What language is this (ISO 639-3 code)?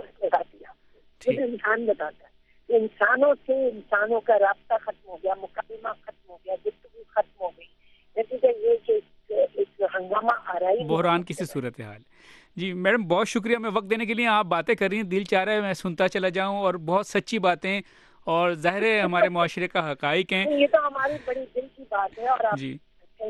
urd